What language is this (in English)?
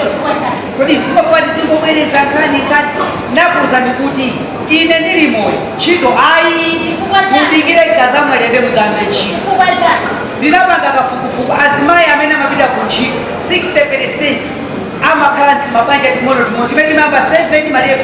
Nyanja